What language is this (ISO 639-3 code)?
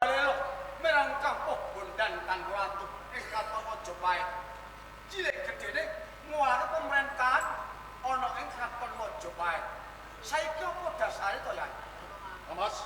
jav